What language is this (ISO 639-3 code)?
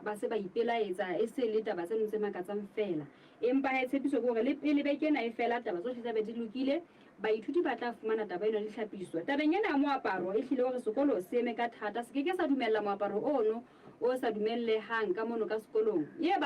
sot